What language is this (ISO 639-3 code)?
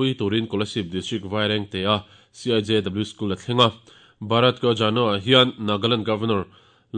lus